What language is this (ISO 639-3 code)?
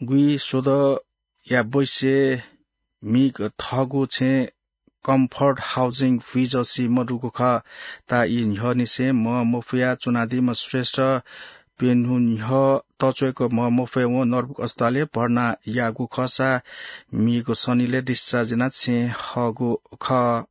new